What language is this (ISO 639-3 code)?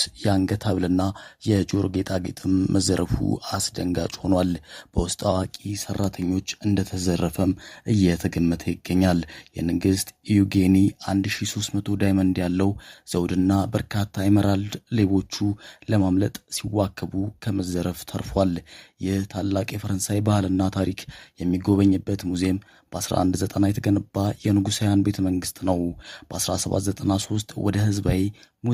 amh